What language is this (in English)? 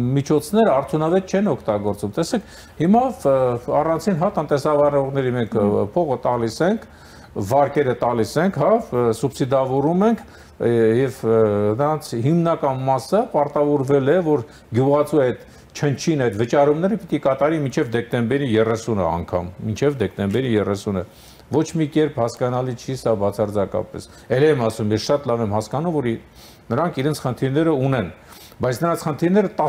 Armenian